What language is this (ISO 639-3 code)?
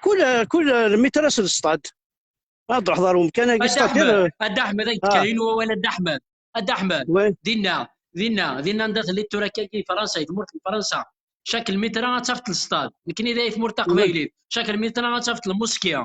kab